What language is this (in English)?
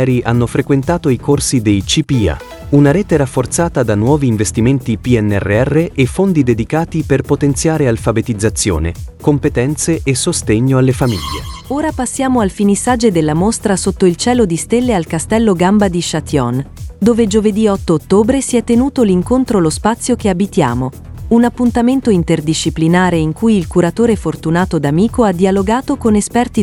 Italian